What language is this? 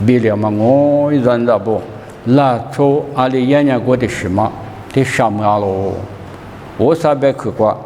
Lisu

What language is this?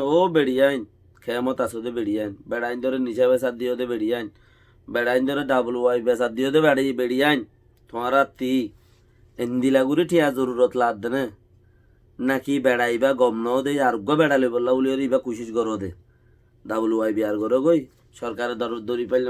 Rohingya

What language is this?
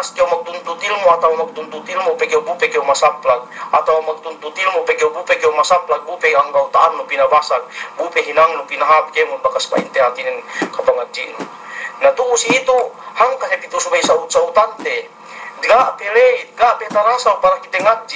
Yakan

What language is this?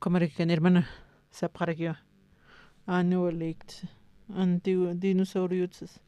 Aymara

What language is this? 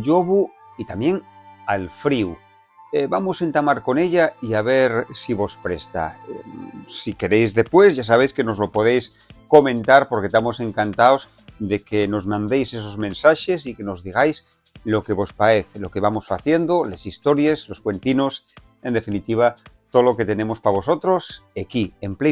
Asturian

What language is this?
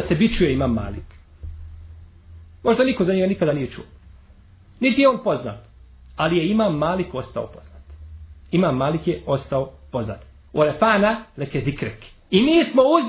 Bosnian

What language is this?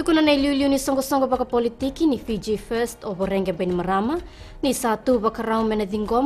Fijian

